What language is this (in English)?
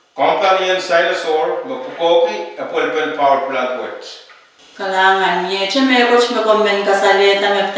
Pohnpeian